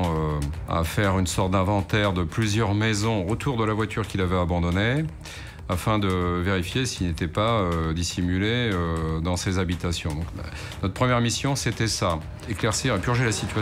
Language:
French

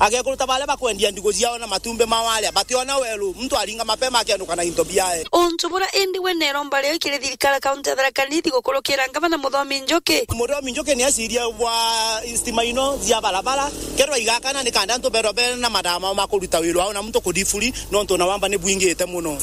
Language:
Meru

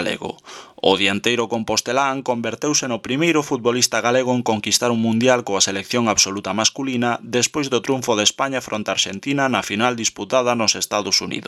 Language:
Galician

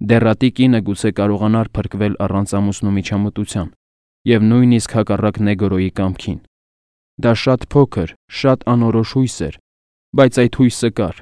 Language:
Armenian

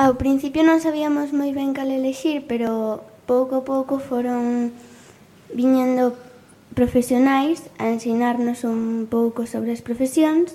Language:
Galician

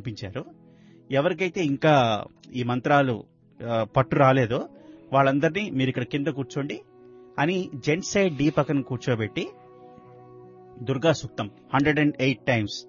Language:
Telugu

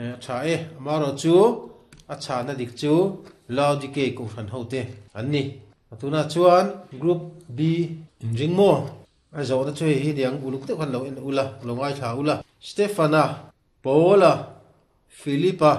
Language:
Mizo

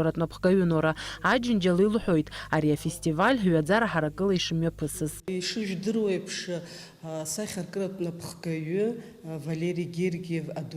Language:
Abkhazian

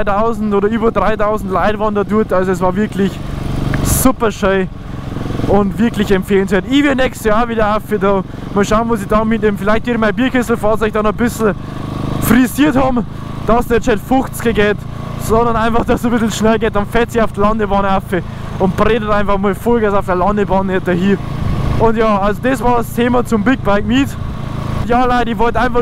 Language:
Bavarian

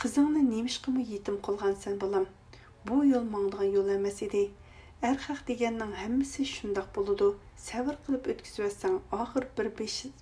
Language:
Uyghur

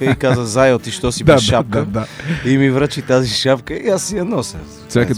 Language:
Bulgarian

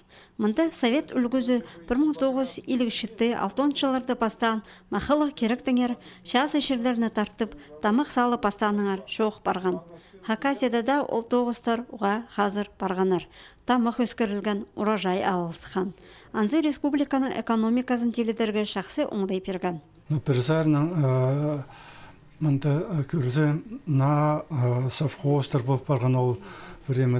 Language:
Khakas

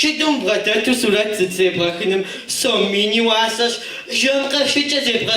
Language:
Kabardian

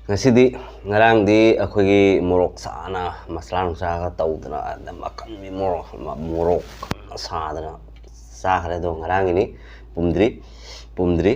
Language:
Manipuri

